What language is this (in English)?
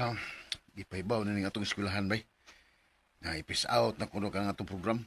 Cebuano